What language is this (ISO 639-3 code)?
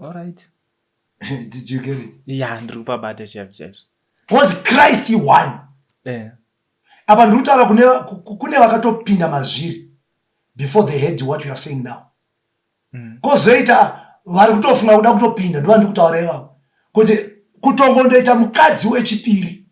sna